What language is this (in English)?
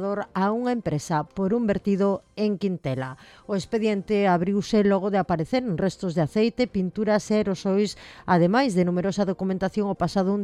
Galician